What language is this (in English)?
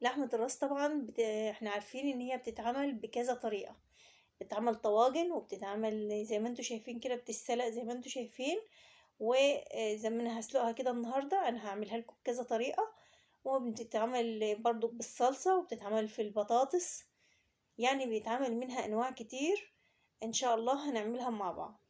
Egyptian Arabic